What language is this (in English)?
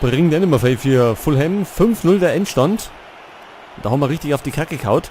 Bavarian